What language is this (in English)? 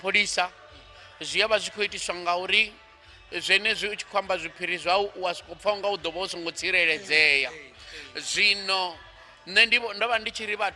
Venda